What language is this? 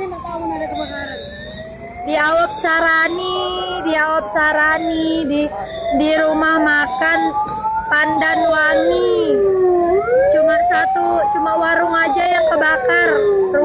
Banjar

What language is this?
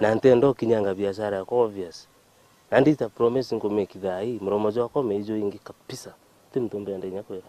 Meru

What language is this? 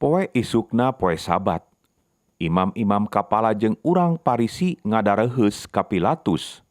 Sundanese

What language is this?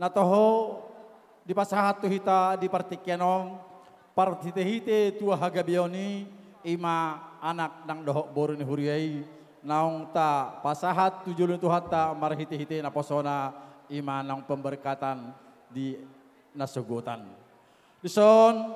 Batak Toba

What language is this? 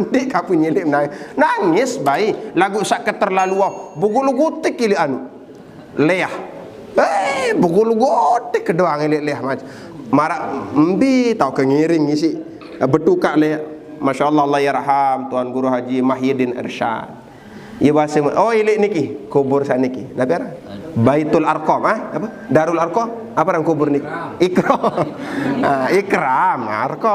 Sasak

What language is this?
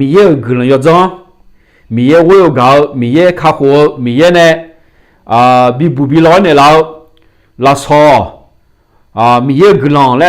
Akha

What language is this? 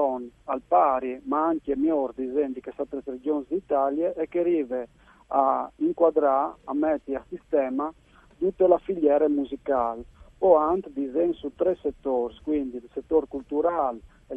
Friulian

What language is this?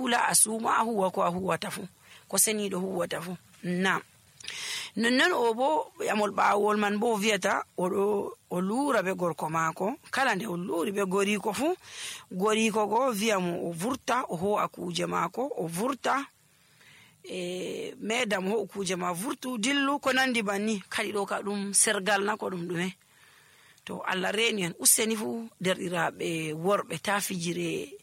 Nigerian Fulfulde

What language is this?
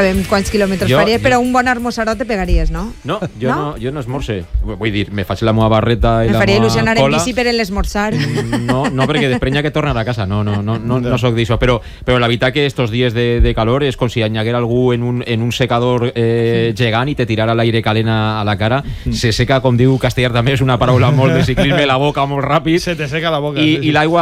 Catalan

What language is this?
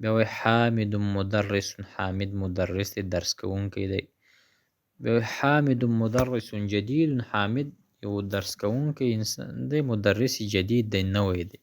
Pashto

